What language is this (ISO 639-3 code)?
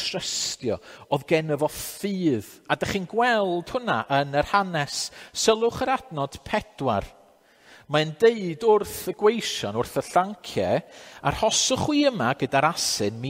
cym